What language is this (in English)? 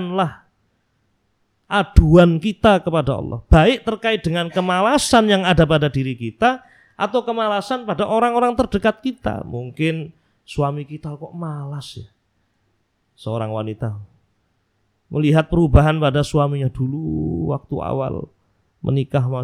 Indonesian